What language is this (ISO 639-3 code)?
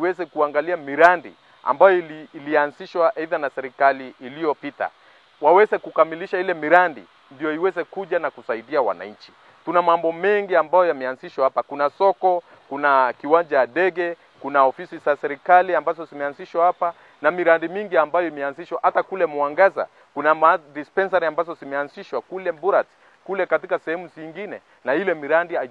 swa